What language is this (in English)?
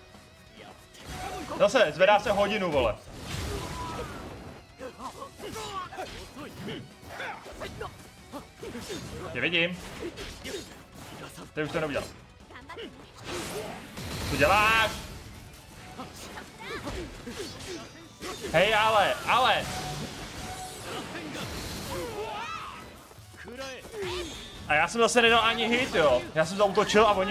Czech